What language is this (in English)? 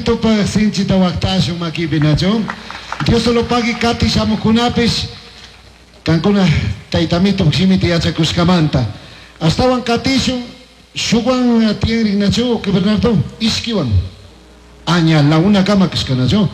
Chimborazo Highland Quichua